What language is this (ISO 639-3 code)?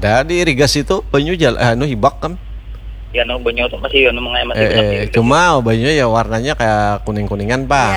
bjn